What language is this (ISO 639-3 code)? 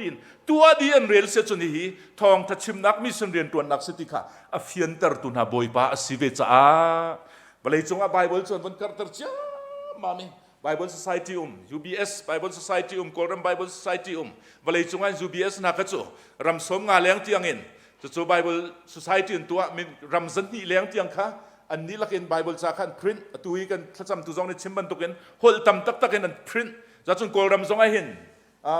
cnh